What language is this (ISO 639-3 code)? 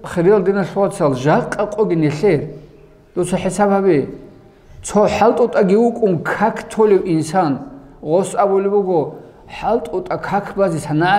ava